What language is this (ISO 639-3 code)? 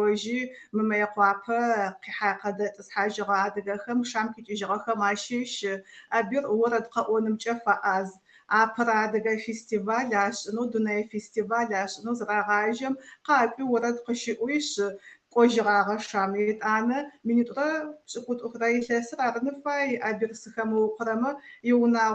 ady